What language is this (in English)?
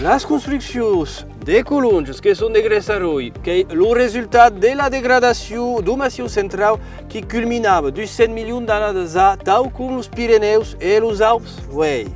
Occitan